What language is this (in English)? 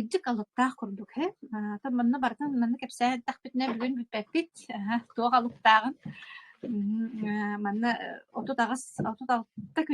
Yakut